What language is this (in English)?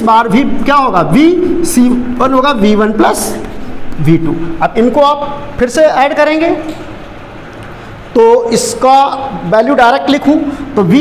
Hindi